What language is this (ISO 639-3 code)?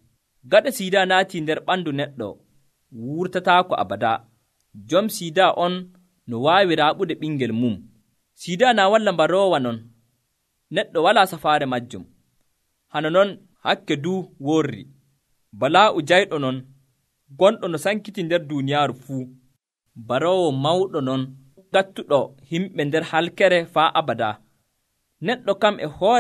fuv